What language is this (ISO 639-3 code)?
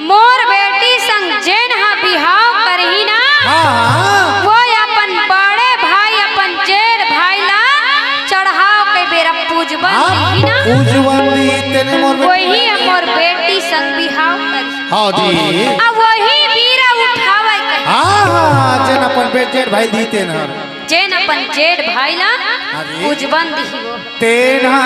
hne